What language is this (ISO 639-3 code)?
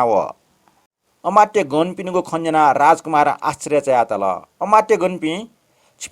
new